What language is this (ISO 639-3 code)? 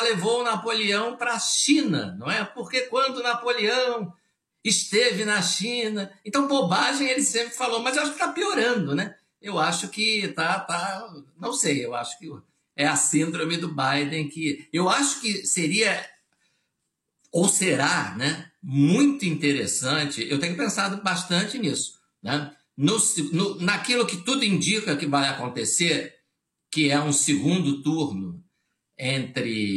por